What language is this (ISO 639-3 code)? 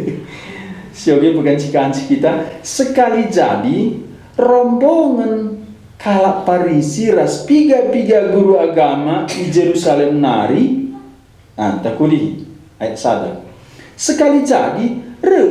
btx